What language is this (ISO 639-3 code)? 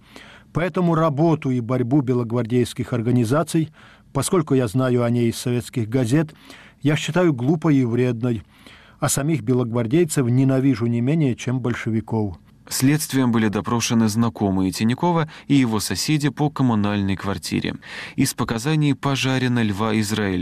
rus